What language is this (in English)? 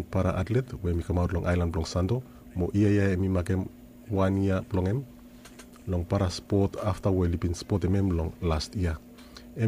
Bislama